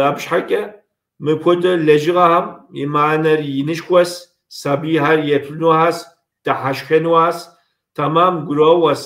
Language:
Kabardian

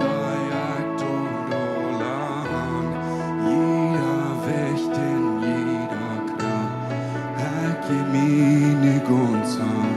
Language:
Plautdietsch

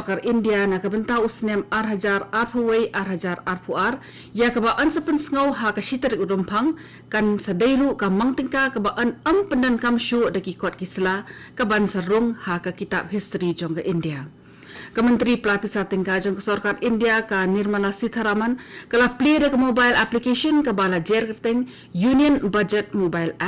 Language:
Khasi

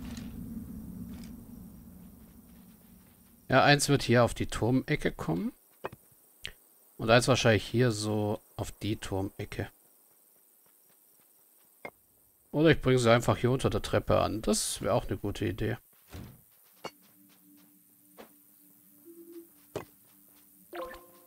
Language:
German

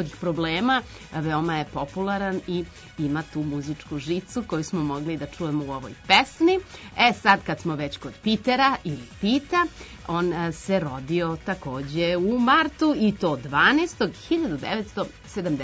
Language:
Serbian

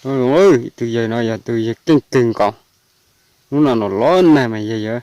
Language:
Hmong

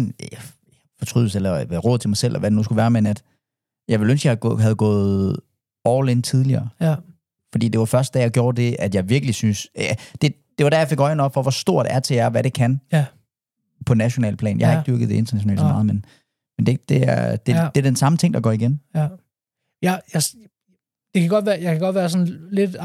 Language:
Danish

